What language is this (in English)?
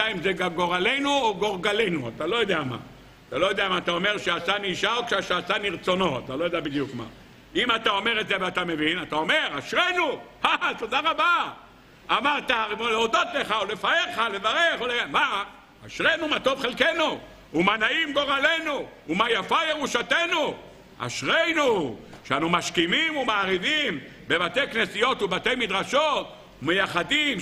Hebrew